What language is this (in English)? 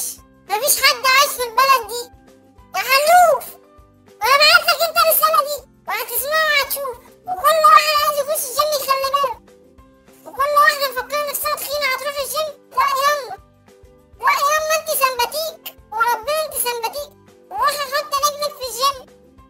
Egyptian Arabic